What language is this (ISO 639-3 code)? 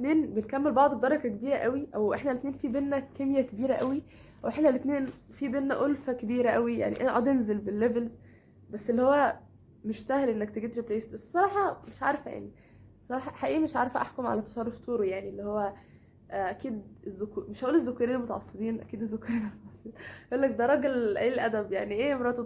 arz